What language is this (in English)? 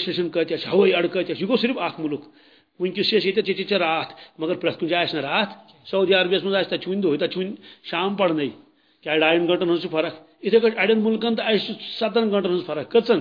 Kashmiri